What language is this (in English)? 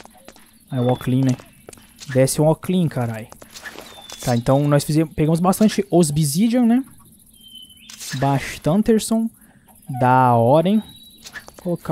Portuguese